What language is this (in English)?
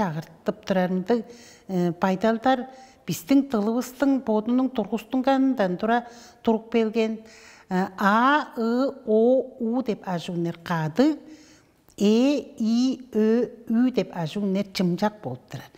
Tuvinian